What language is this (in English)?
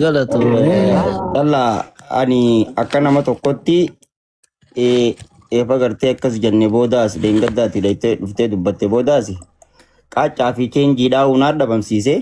Oromo